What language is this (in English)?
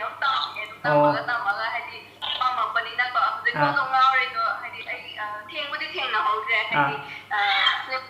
Manipuri